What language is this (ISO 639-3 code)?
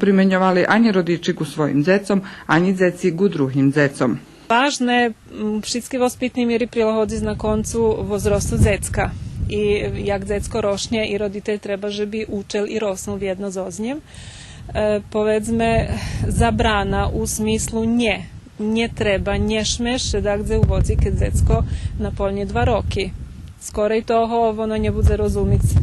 rue